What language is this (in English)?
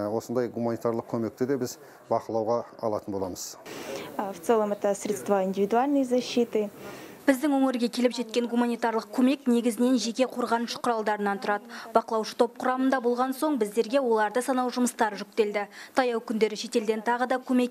Kazakh